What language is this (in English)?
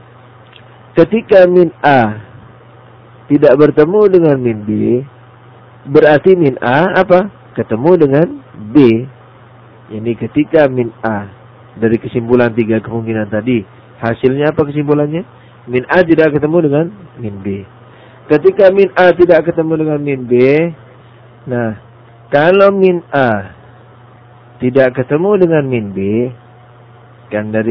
Indonesian